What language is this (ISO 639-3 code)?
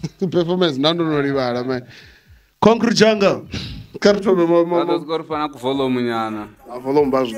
ven